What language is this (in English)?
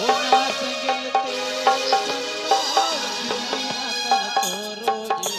Santali